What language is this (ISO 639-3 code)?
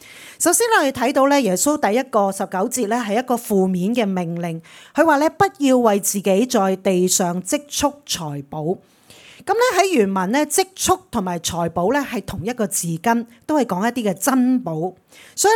yue